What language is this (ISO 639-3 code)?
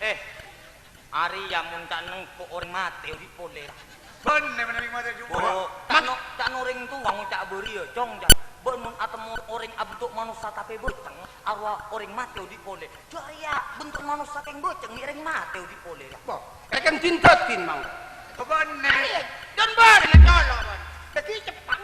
mad